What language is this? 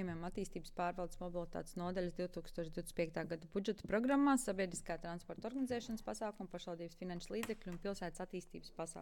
Latvian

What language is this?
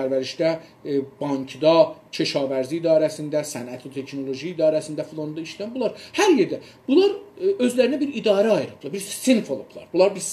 South Azerbaijani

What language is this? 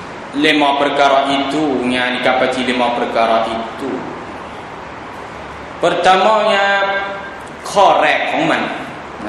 Thai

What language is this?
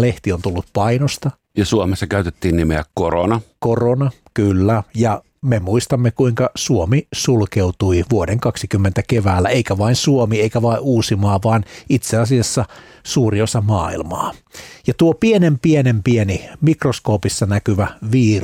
Finnish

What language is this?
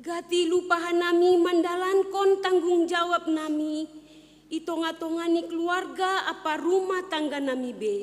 Batak Simalungun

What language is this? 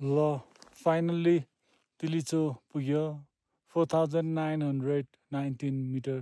Nepali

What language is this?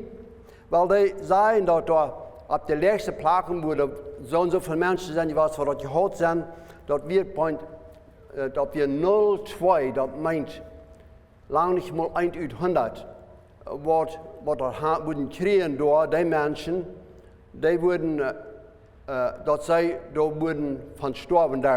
Plautdietsch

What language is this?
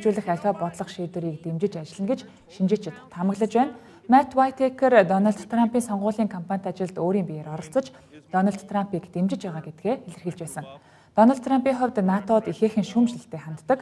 Mongolian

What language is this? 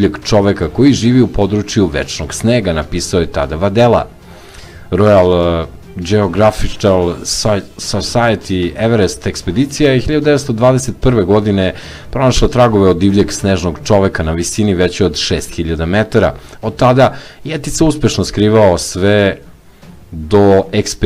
Serbian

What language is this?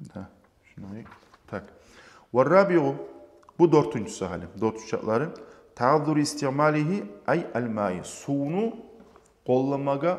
Kumyk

